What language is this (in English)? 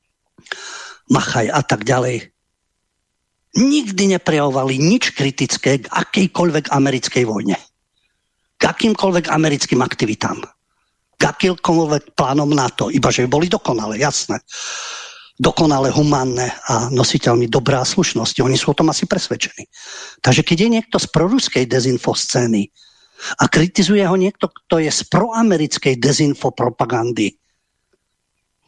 Slovak